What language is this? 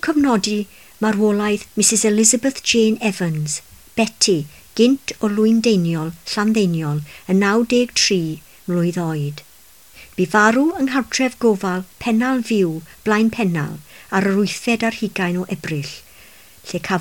Welsh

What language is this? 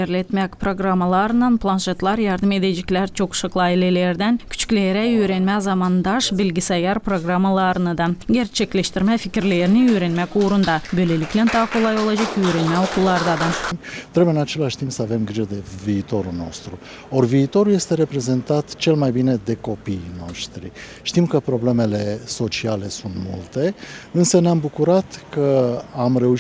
Gagauz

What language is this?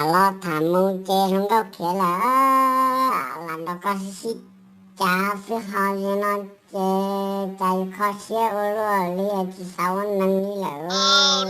Hmong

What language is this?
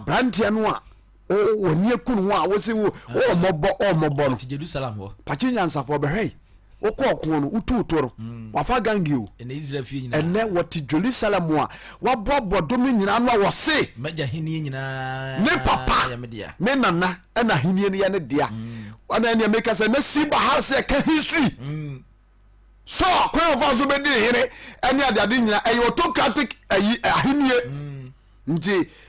Akan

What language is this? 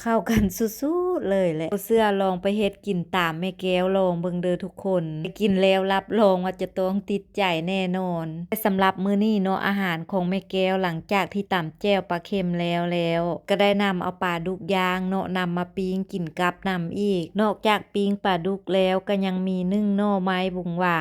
Lao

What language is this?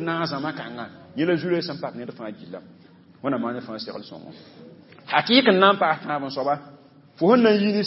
Mossi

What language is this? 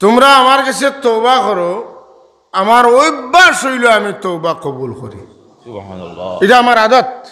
Sylheti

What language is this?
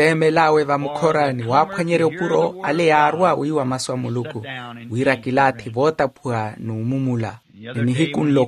Makhuwa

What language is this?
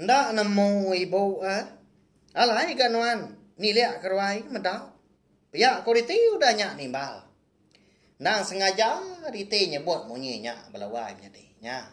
Iban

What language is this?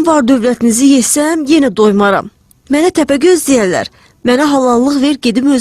Azerbaijani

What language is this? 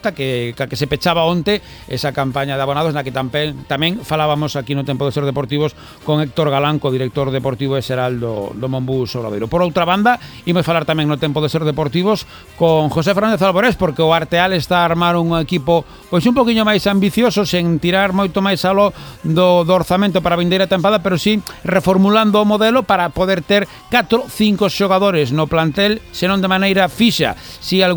Galician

